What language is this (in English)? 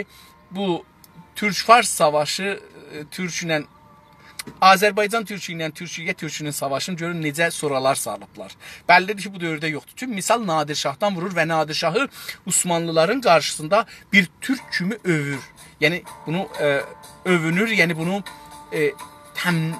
South Azerbaijani